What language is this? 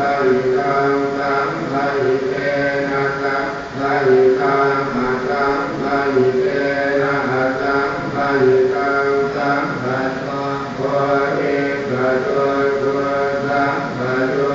Pali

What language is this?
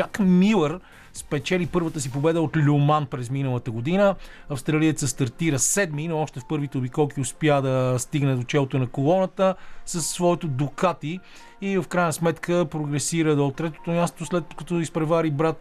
Bulgarian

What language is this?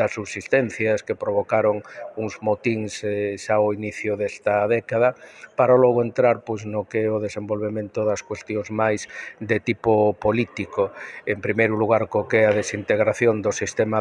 Galician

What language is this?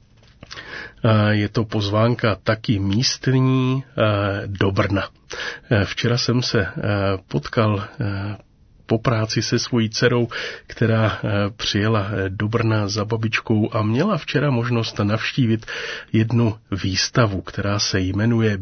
Czech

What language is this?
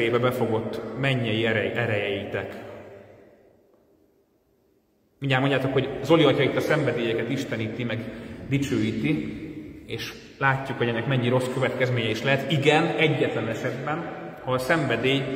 Hungarian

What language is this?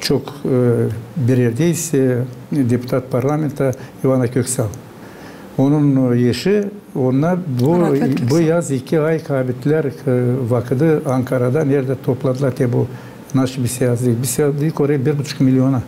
Gagauz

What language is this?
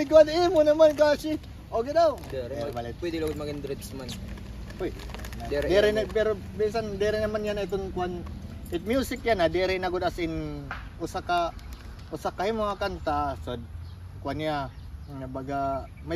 Waray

